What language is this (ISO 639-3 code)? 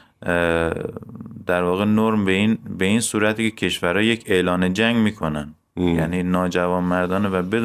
fas